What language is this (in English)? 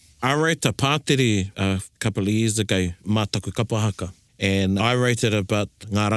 Māori